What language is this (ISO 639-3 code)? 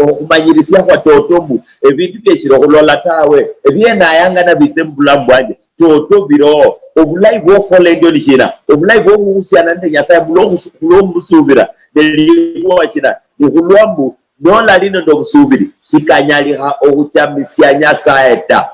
luy